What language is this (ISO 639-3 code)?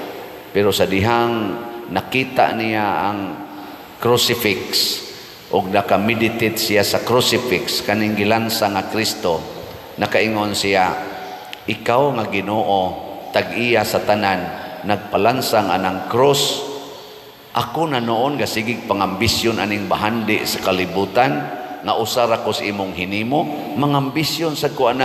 ceb